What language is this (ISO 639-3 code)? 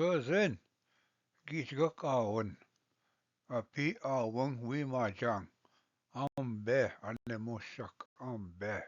oji